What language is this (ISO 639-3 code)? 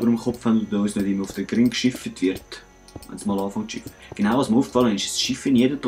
gsw